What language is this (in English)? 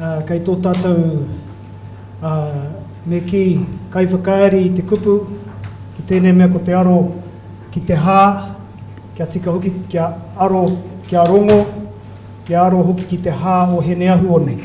Māori